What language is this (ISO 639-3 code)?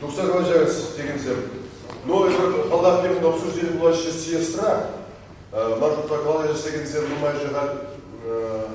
chv